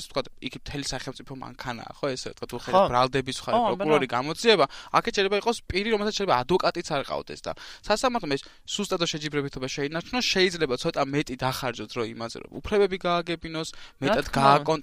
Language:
Georgian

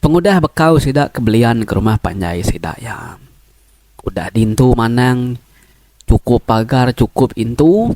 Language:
Iban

